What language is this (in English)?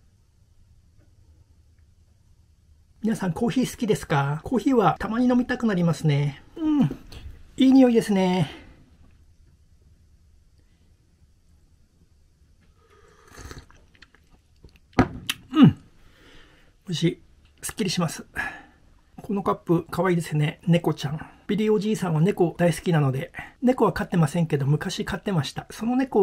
Japanese